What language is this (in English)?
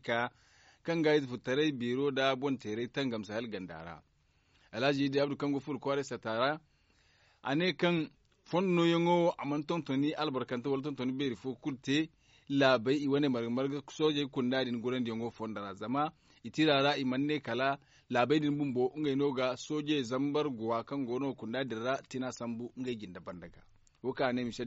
Zarma